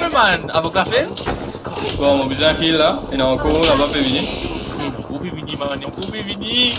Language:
Morisyen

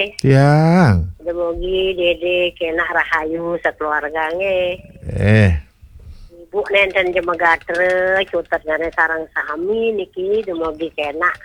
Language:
Balinese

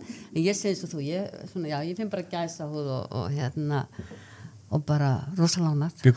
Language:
Icelandic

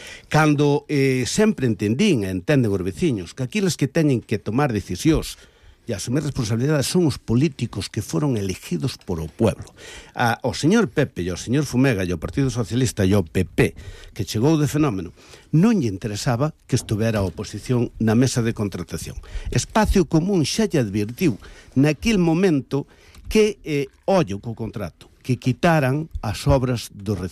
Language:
Galician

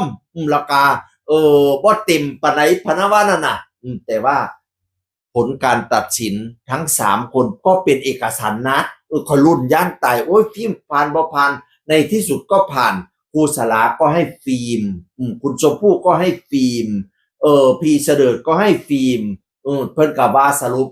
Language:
Northeastern Thai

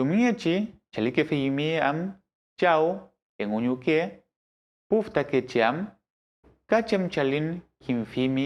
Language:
Mapuche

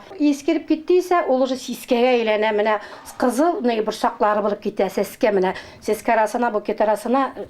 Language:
Bashkir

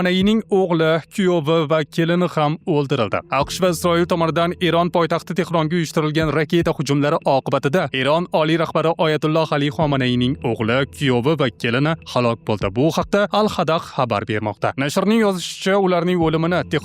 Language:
Uzbek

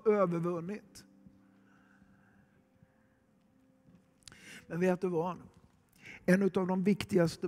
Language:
Swedish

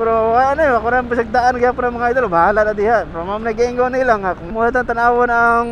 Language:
Cebuano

